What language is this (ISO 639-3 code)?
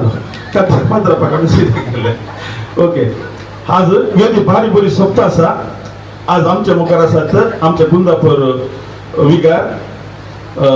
kok